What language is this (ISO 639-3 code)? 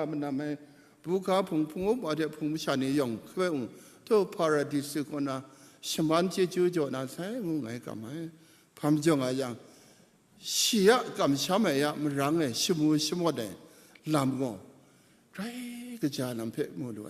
kac